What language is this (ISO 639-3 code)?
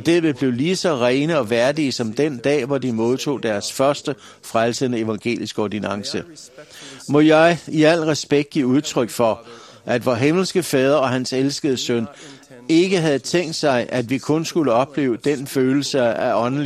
dan